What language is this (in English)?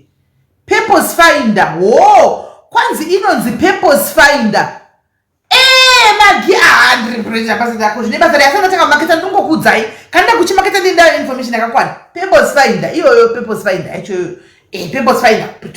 Shona